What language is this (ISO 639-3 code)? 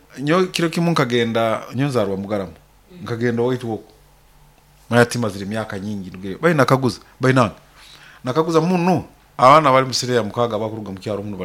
nyo